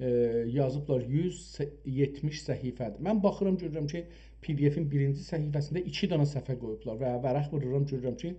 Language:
South Azerbaijani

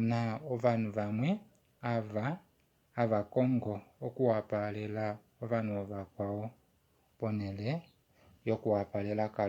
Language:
Kuanyama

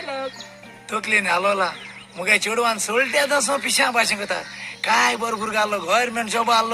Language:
Konkani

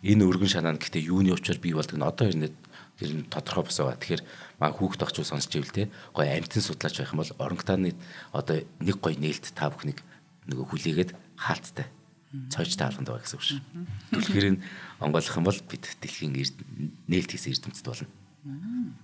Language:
Mongolian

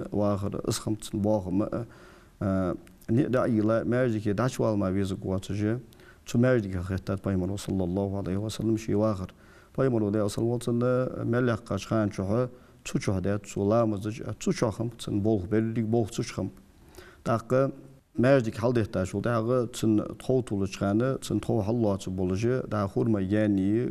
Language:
Ingush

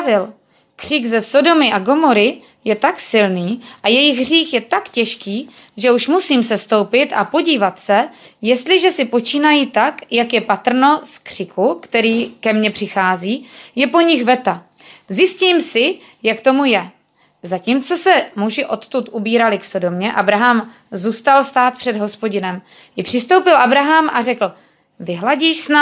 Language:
Czech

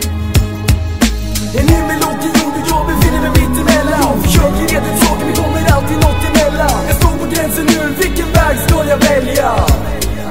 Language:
Swedish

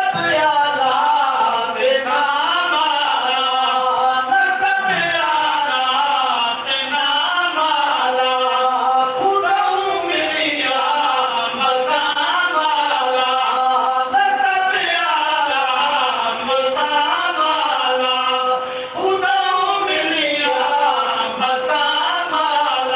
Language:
Saraiki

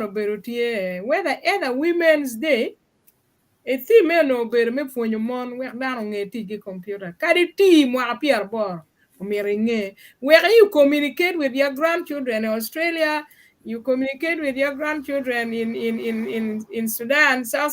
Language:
Acoli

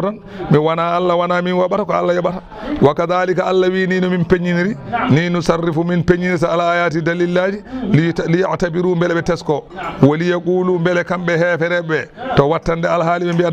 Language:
Fula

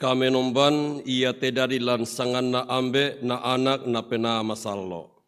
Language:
Toraja-Sa'dan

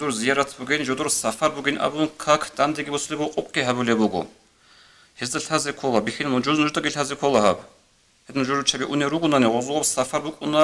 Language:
Avaric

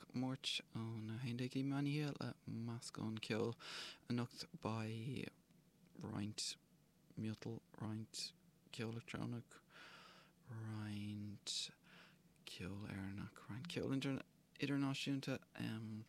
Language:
Irish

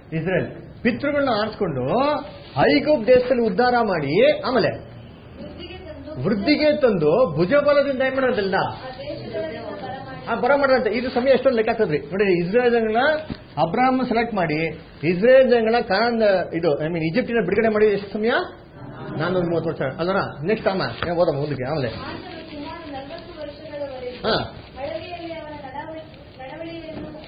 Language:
Kannada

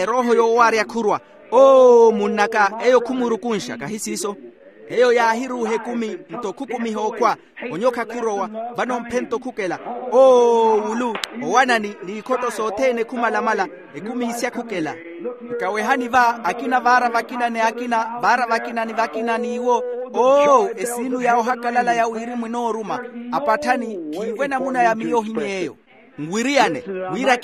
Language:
Makhuwa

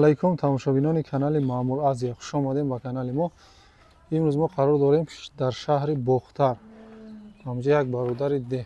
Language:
Tajik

